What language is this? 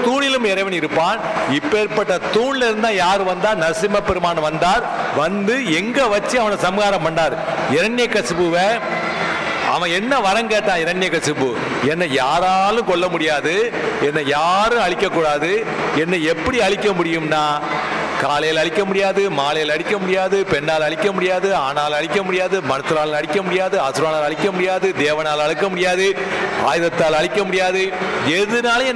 Tamil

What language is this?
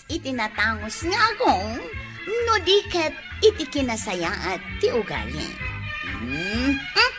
Iloko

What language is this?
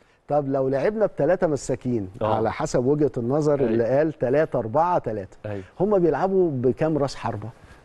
Egyptian Arabic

